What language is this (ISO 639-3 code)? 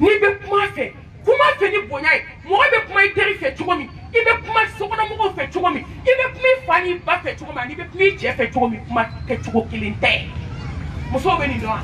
bam